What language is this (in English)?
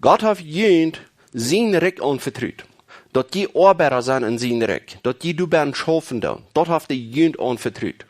Plautdietsch